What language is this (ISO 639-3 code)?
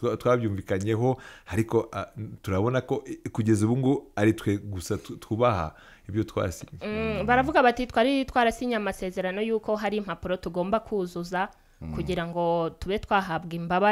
kin